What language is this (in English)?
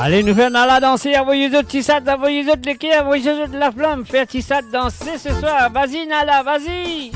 Morisyen